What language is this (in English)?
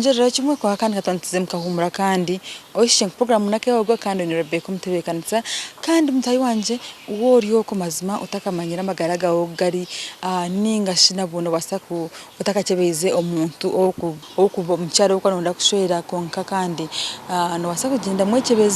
Nyankole